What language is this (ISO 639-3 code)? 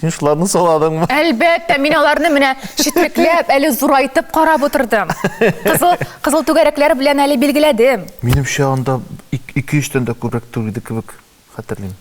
tat